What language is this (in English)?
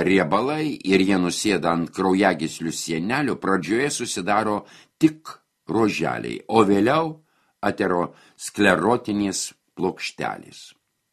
Lithuanian